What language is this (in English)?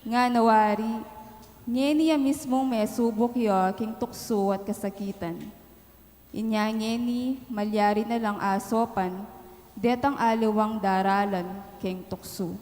Pampanga